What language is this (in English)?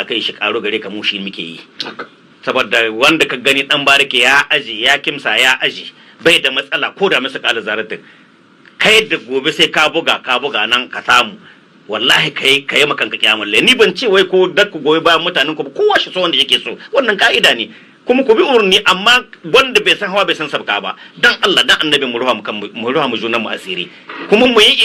Hausa